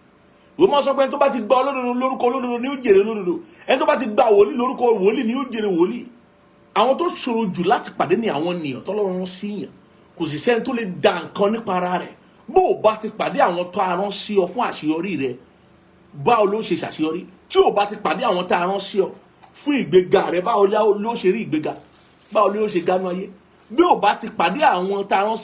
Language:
Yoruba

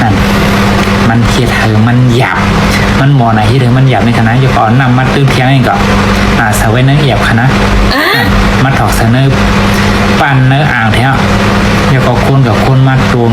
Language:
Shan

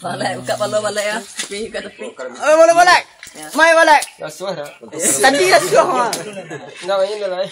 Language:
Minangkabau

